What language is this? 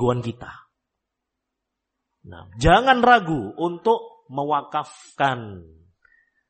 Indonesian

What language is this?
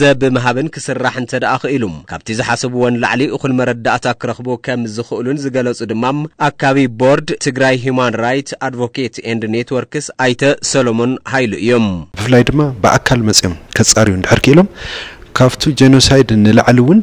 Tigrinya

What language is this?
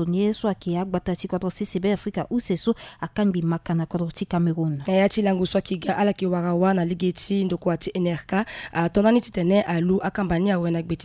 Sango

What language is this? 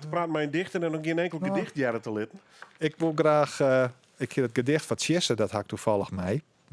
Western Frisian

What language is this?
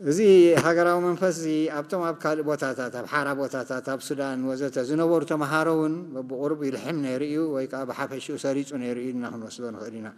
Tigrinya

